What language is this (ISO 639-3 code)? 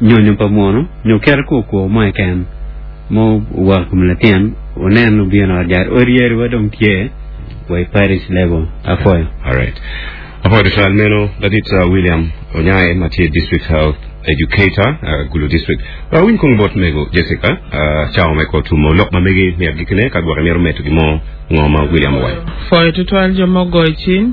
ach